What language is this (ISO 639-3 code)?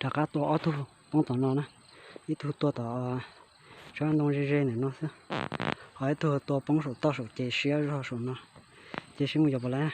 hmn